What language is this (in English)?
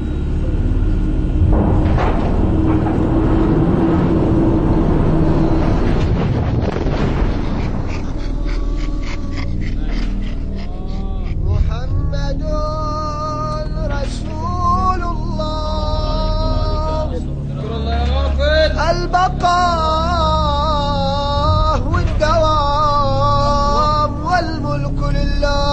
Arabic